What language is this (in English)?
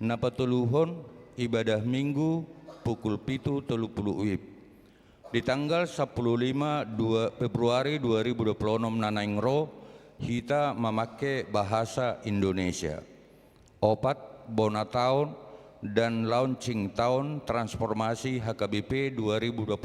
Batak Toba